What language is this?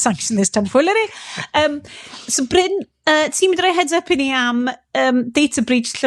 Welsh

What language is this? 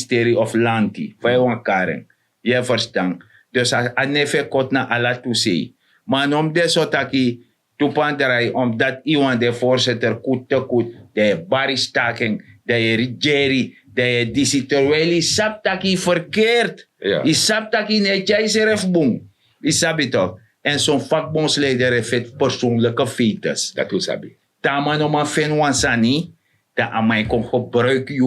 Sranan Tongo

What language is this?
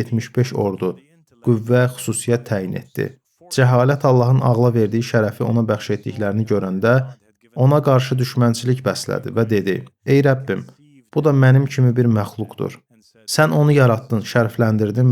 Azerbaijani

